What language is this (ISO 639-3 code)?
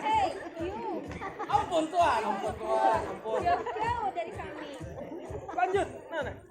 bjn